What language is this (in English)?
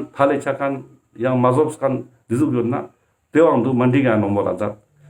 Ladakhi